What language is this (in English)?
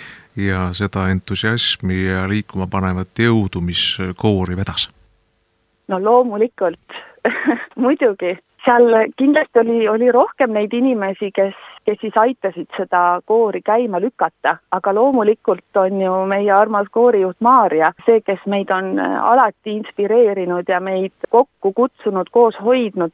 Estonian